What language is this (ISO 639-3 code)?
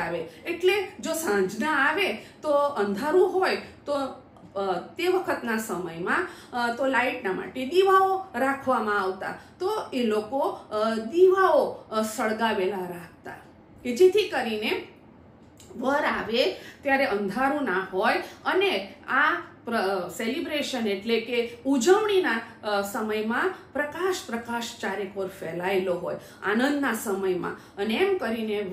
guj